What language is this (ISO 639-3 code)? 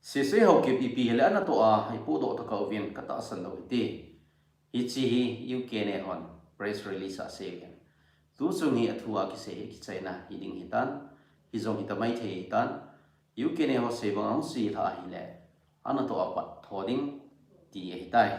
tcz